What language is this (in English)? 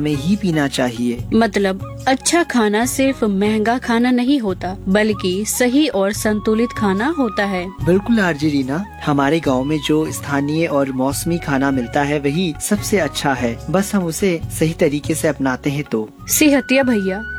Hindi